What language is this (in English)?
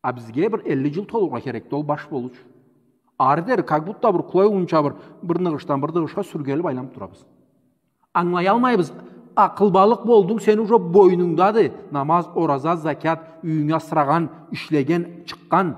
Karachay-Balkar